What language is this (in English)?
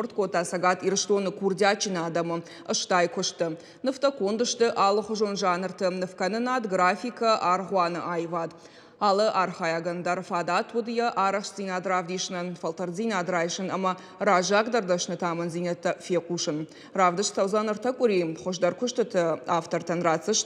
Ossetic